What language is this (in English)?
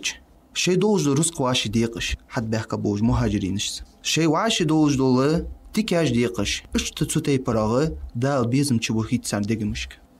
Ingush